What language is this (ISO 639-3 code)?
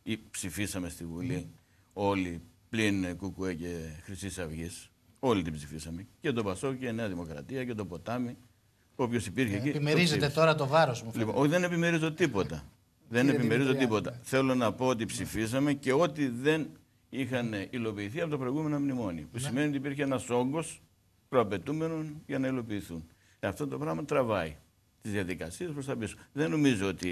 ell